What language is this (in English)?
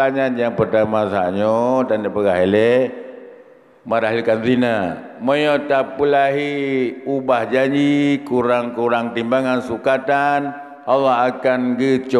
Achinese